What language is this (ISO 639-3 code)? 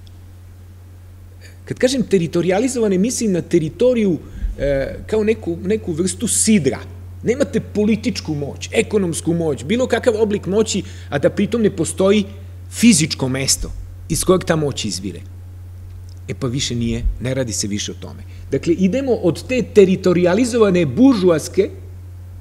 srp